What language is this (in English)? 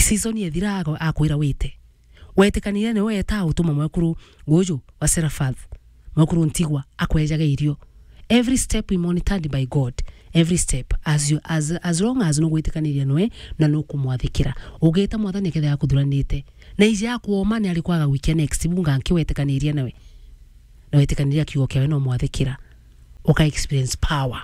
Meru